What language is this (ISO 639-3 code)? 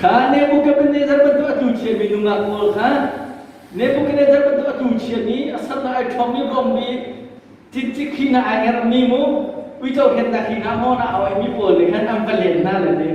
cnh